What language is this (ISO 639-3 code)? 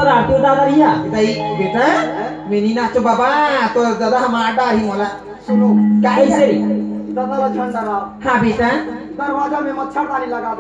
hne